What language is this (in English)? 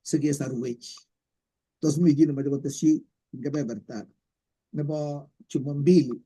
Kalenjin